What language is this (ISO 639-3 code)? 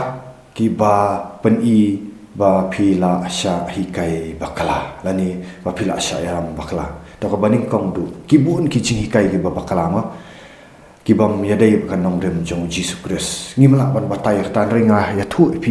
kha